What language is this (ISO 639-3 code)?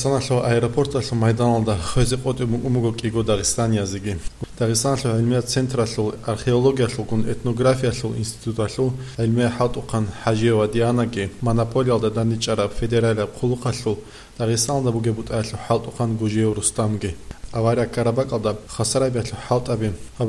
ava